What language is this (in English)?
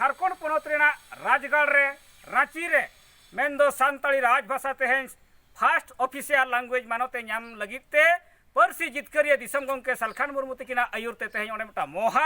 Santali